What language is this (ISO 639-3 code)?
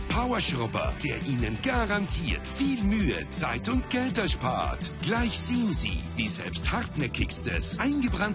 deu